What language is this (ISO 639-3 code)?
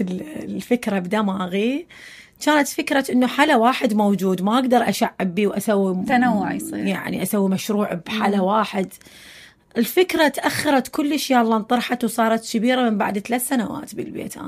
acm